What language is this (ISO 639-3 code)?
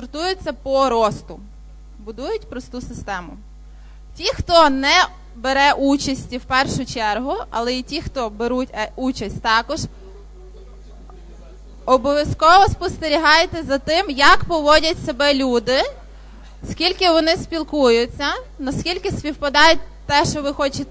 ukr